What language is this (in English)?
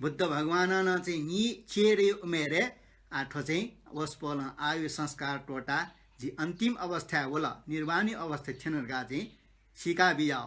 Newari